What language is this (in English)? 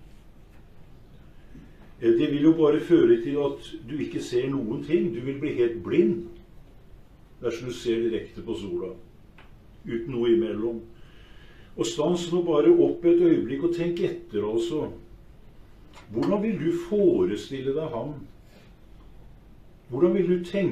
Norwegian